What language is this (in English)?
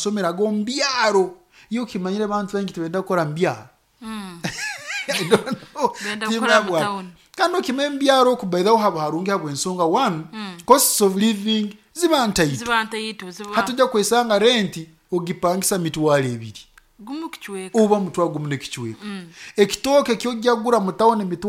Nyoro